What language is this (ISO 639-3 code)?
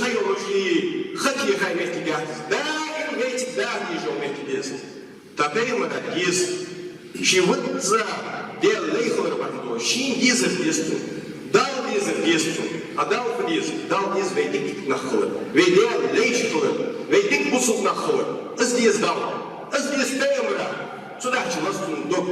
inh